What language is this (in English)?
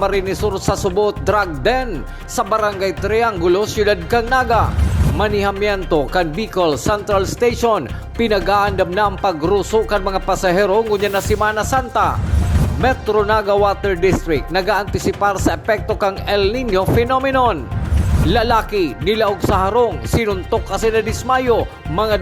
Bikol